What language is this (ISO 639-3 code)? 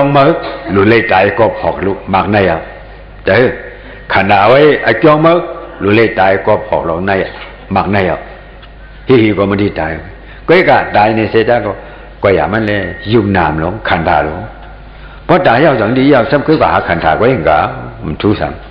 shn